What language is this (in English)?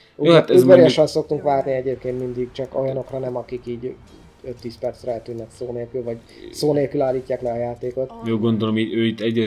Hungarian